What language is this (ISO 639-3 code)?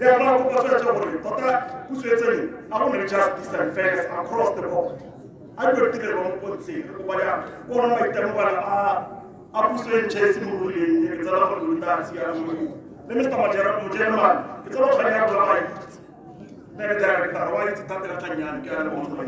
tsn